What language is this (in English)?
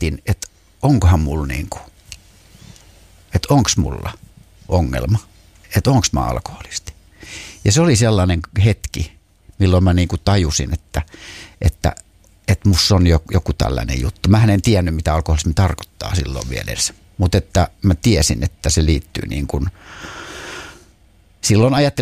Finnish